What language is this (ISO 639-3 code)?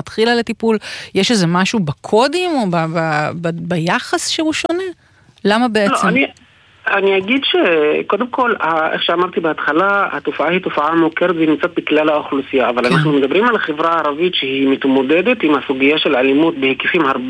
heb